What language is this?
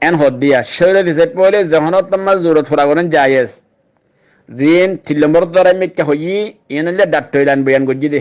Rohingya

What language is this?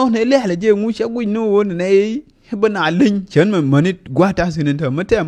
Nuer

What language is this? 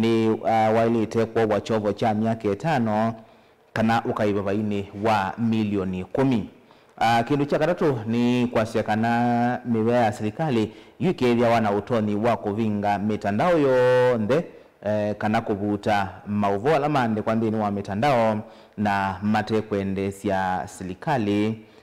Kamba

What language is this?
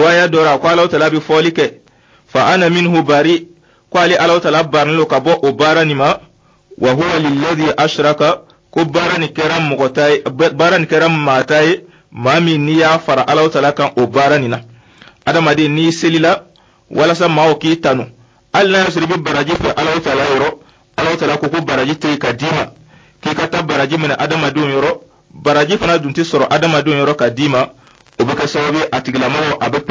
Dyula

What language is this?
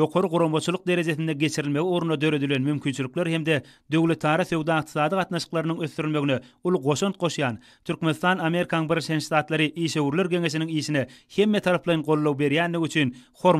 Turkmen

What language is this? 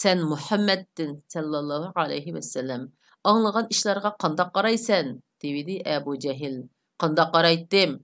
Uyghur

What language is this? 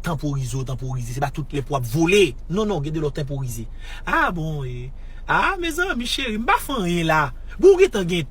Haitian Creole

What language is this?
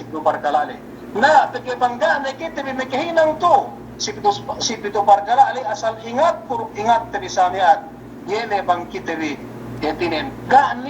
Yakan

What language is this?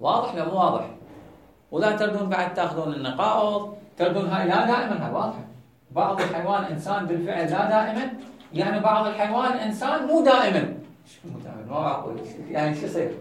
Mesopotamian Arabic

